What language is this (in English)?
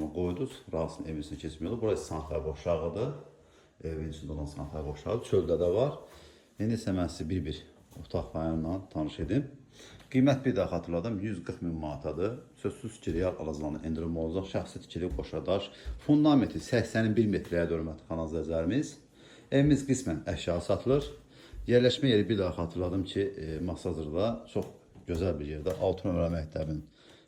Azerbaijani